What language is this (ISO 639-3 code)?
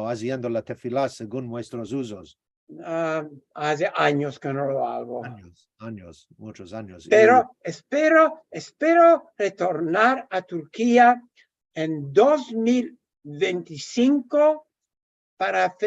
lad